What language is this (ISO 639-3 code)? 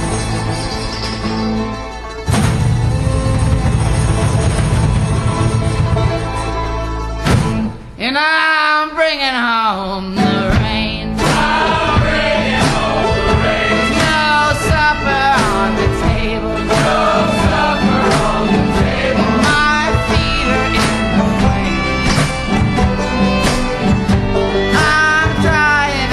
eng